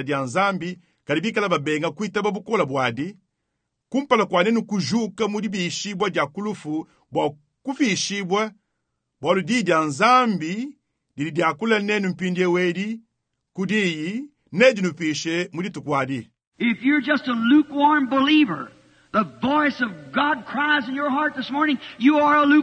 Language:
Luba-Lulua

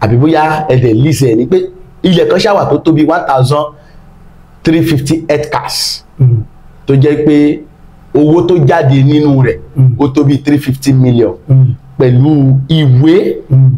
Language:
Yoruba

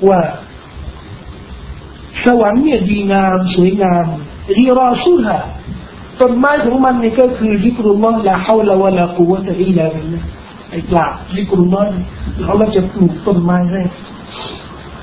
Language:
Thai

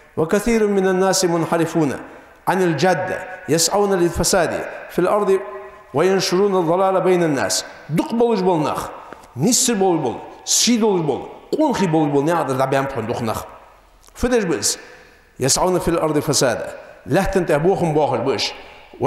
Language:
Ingush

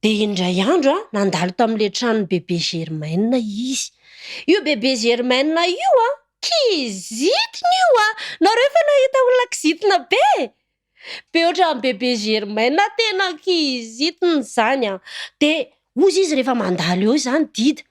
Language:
Malagasy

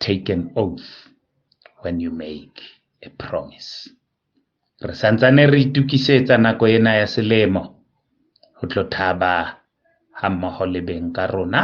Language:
Southern Sotho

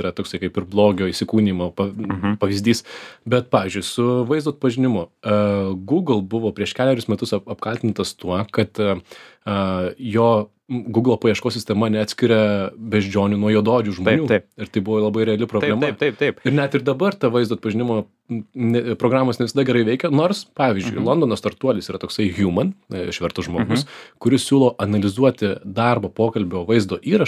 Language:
Lithuanian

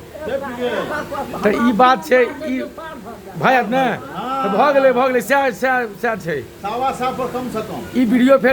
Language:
Maithili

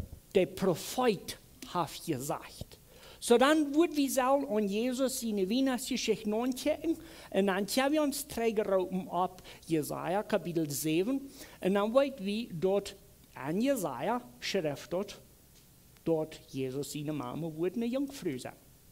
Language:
Plautdietsch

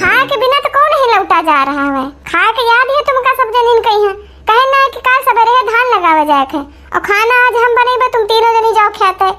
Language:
Awadhi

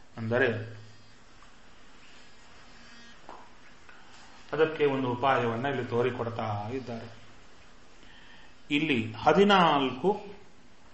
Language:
Kannada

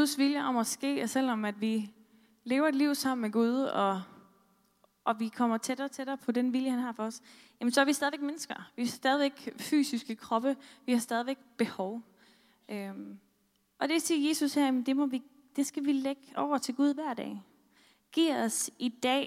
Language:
Danish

